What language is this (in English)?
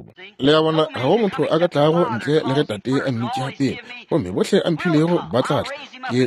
Northern Sotho